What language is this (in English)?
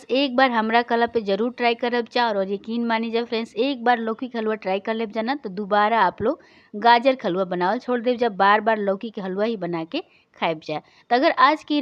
Bhojpuri